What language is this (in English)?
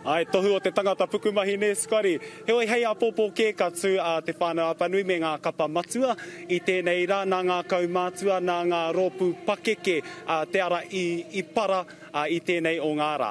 Māori